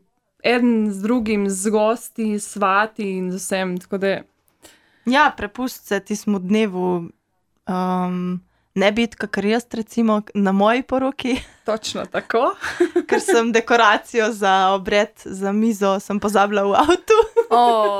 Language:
Slovenian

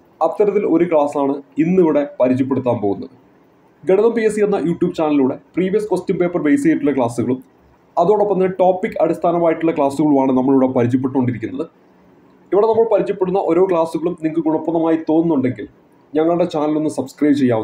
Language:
Malayalam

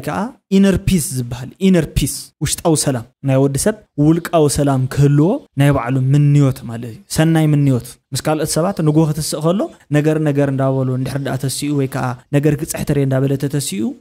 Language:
Tigrinya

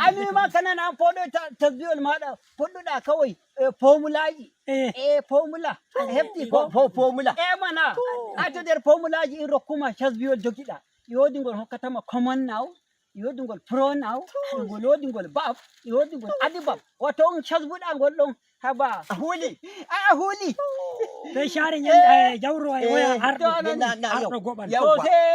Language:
Nigerian Fulfulde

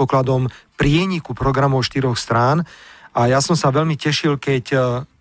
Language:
Slovak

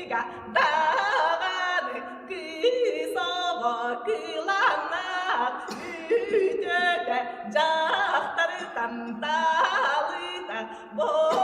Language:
Yakut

